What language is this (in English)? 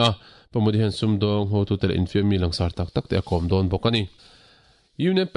Mizo